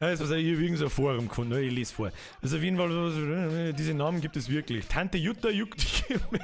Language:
Bavarian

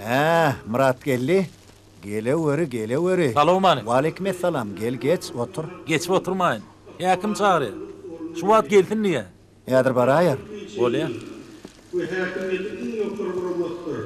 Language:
Turkmen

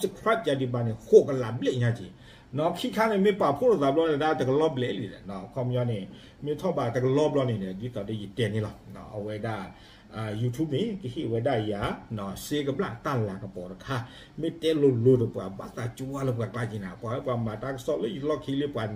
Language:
S'gaw Karen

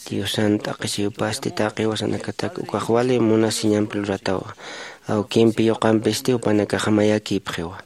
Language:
Aymara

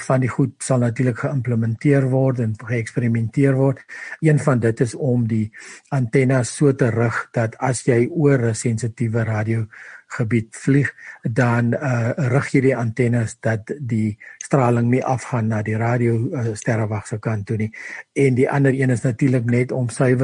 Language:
Afrikaans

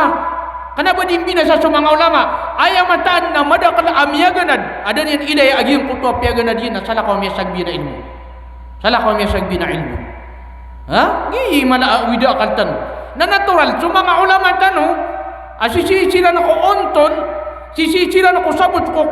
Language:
Maranao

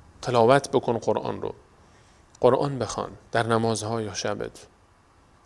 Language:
Persian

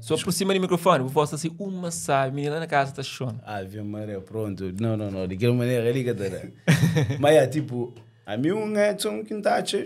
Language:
Kabuverdianu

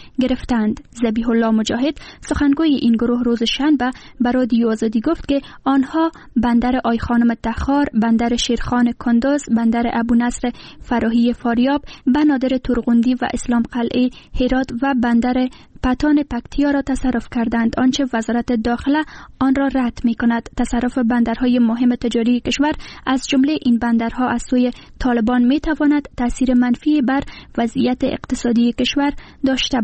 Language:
Persian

